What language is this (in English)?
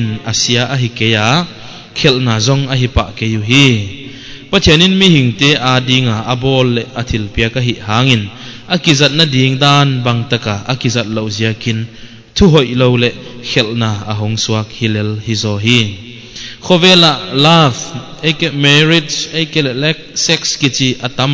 Paite Chin